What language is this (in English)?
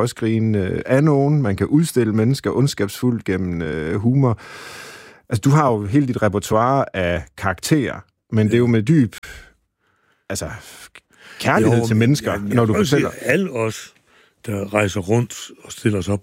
Danish